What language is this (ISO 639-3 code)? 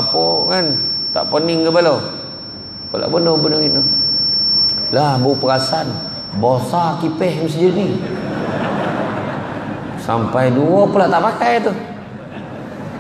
msa